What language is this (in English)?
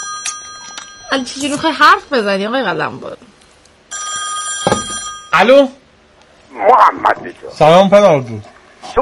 Persian